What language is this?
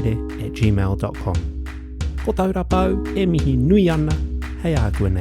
Māori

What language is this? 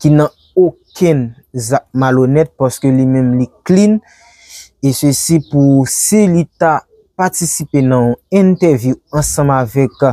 Haitian Creole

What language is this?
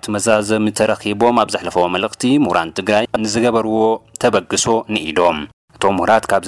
Tigrinya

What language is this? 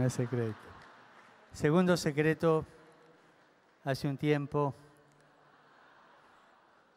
Spanish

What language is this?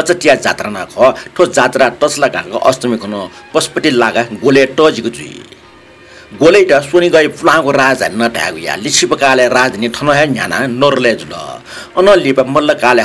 Newari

